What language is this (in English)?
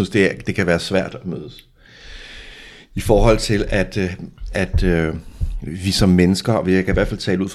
Danish